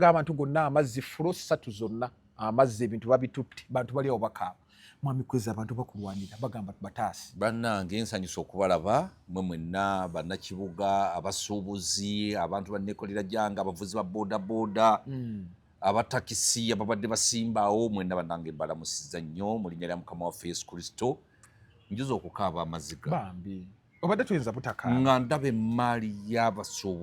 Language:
Ganda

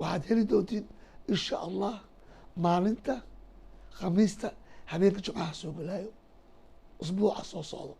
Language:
Somali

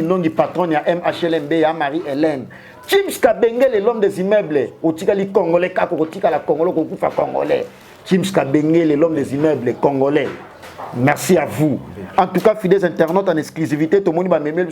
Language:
Lingala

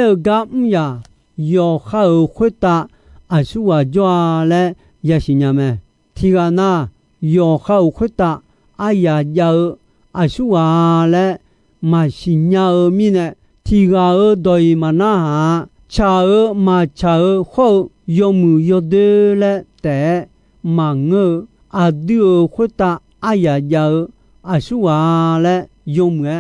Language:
Akha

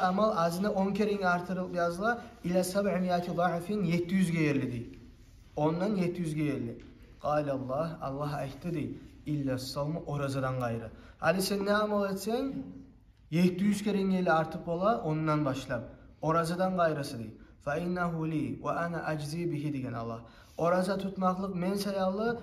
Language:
Kumyk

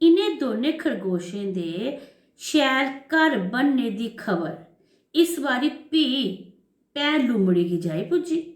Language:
Dogri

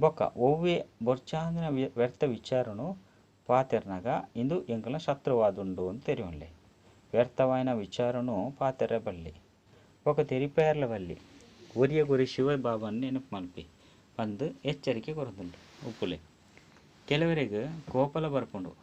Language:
Tulu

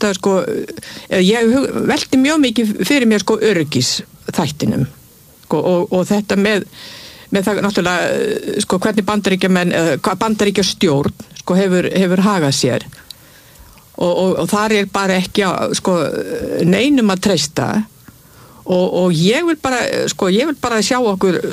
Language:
Icelandic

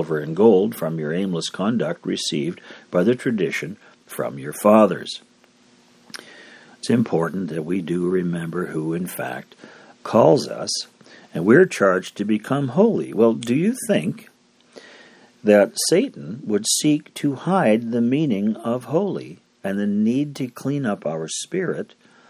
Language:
English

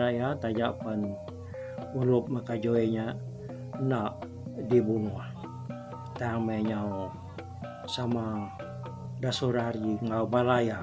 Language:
Iban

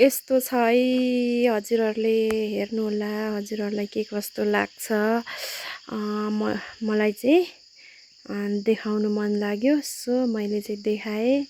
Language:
Nepali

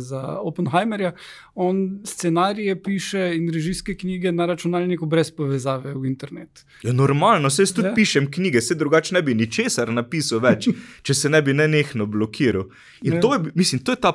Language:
Slovenian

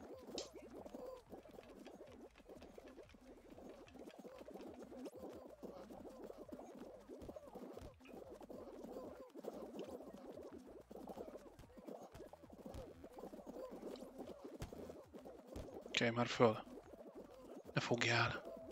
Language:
Hungarian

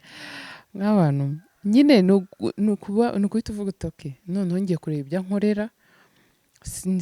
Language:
Kinyarwanda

